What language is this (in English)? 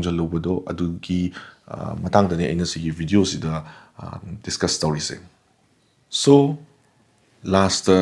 Manipuri